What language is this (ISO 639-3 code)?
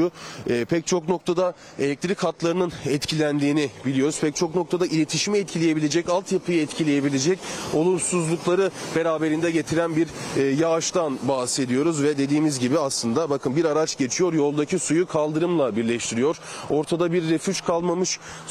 tur